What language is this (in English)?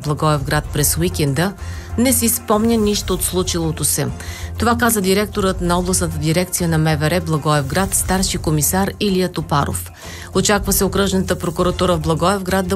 Bulgarian